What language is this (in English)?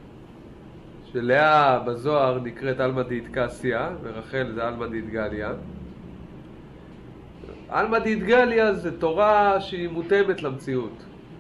Hebrew